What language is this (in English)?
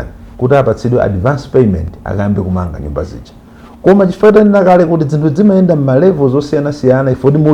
Nyanja